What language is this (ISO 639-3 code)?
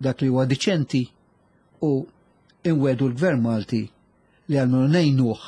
mlt